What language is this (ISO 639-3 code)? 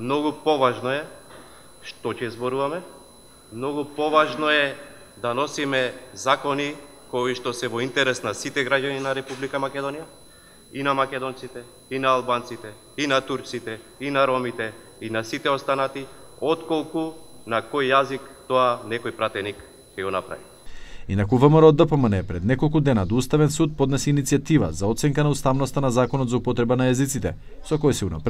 mkd